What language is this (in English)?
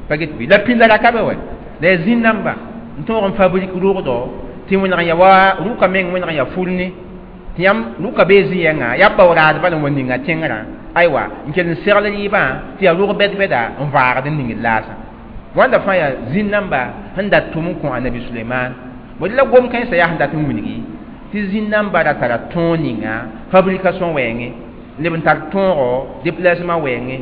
Mossi